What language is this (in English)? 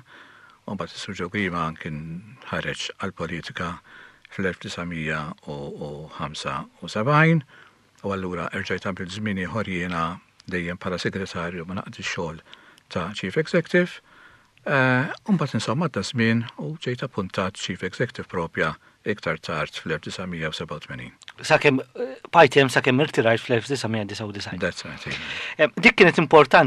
Maltese